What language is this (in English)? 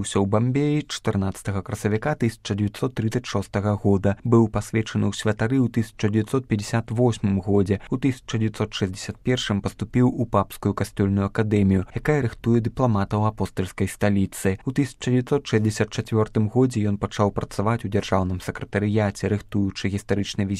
Belarusian